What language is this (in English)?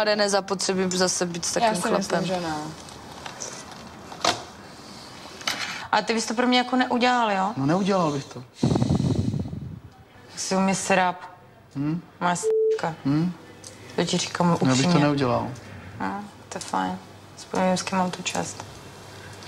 Czech